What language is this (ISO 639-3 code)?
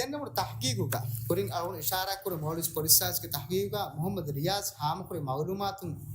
div